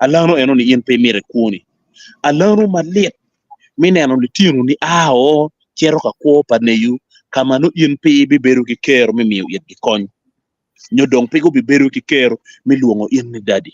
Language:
Acoli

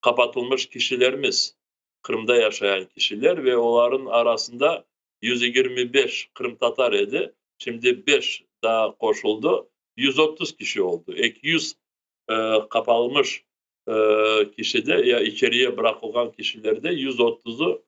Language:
Crimean Tatar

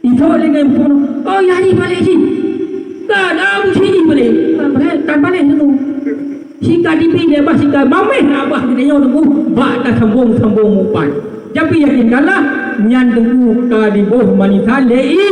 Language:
Achinese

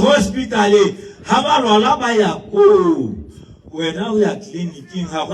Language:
Tswana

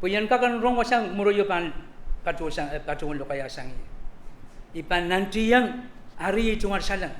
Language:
Pohnpeian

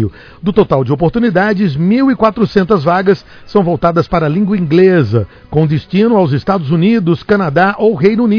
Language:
Portuguese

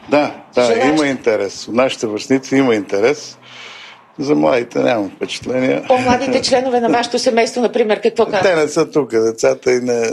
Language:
Bulgarian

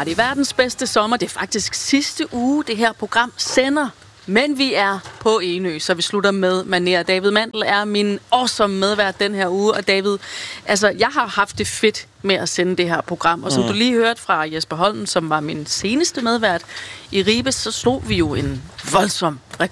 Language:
Danish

